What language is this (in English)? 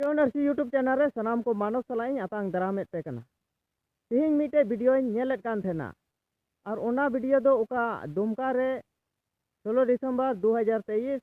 Santali